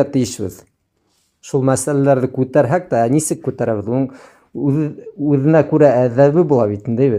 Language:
Bashkir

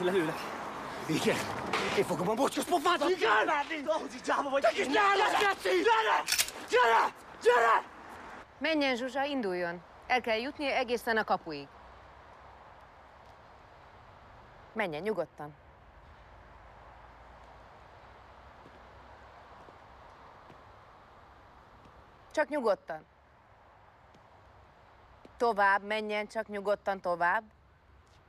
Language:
Hungarian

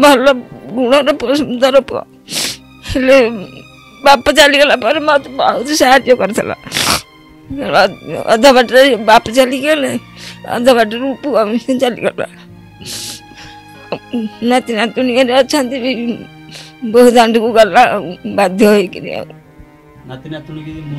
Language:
Odia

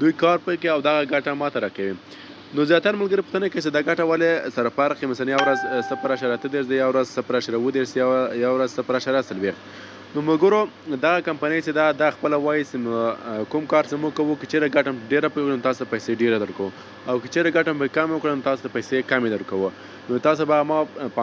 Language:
Pashto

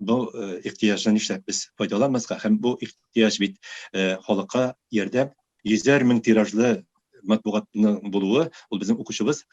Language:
Tatar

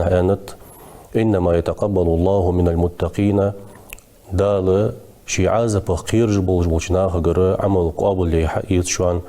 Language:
Ingush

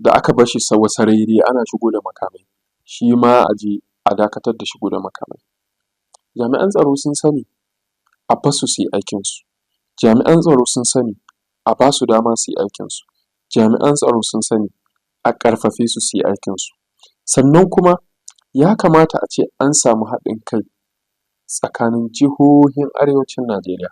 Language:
Hausa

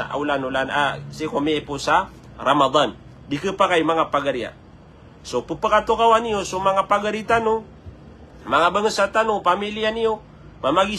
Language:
Maranao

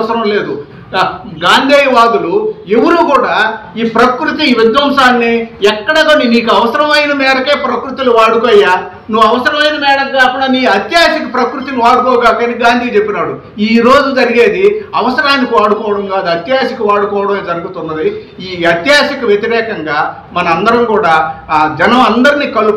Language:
Telugu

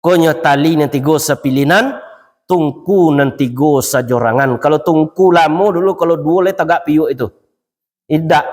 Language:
Minangkabau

